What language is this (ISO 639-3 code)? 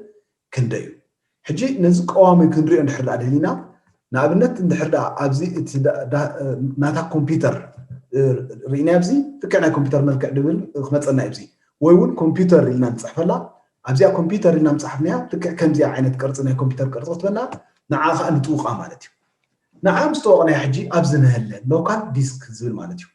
tir